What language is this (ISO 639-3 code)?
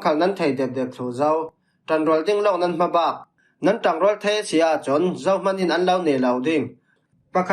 cfm